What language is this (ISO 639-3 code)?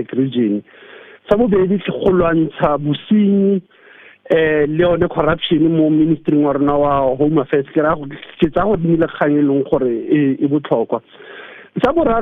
tsn